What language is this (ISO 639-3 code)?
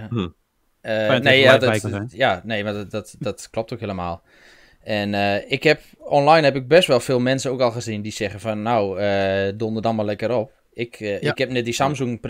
nld